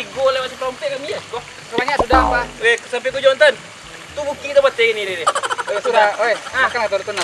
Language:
Minangkabau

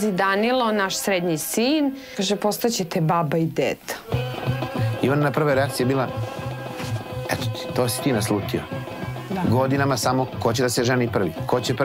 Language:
Serbian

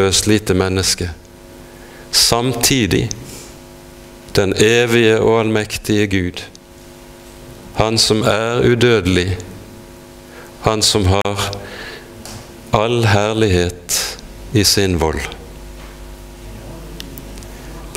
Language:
Norwegian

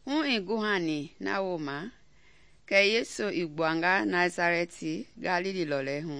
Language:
Mende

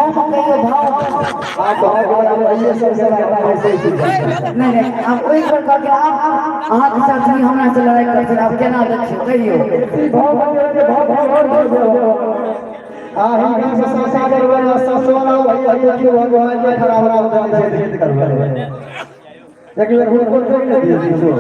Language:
Maithili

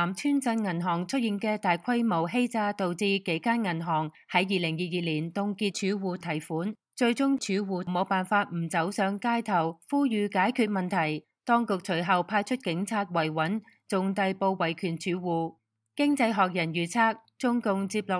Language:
Cantonese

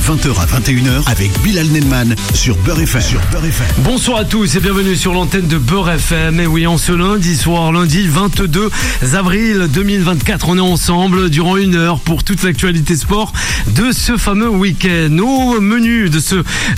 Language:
French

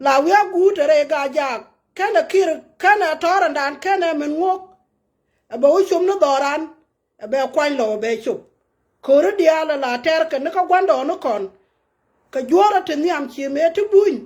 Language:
Nuer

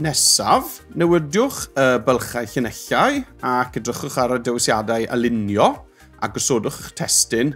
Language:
Welsh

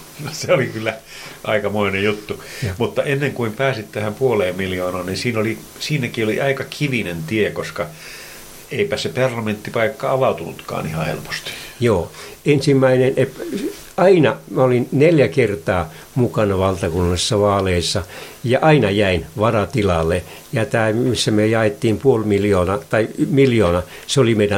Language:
Finnish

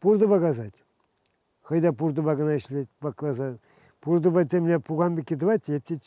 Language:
Chuvash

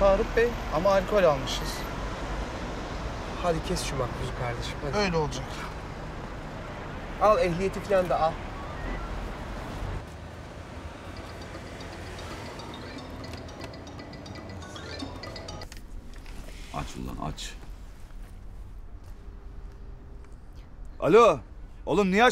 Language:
Turkish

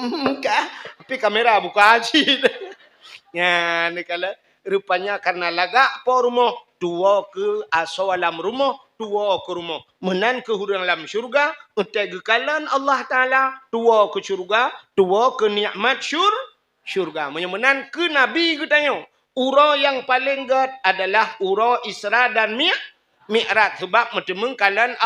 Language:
Achinese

